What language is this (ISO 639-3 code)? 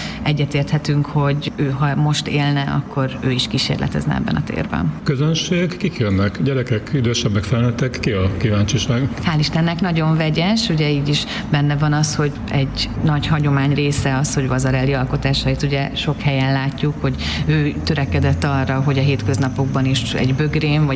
hun